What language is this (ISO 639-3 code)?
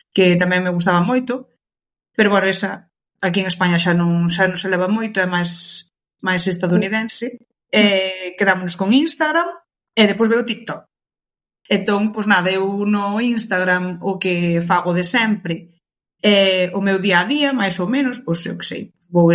glg